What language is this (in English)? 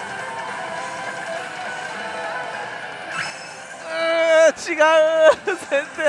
Japanese